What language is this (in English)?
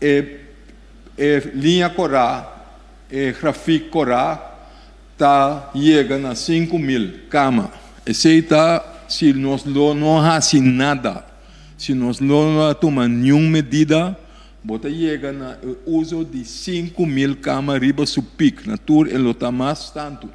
Papiamento